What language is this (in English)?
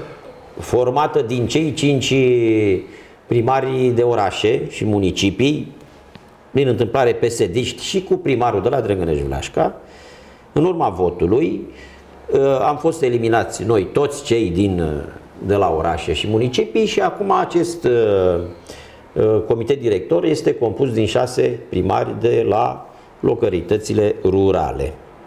Romanian